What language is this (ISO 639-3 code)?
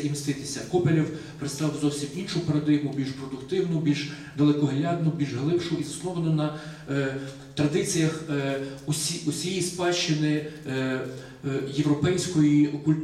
ukr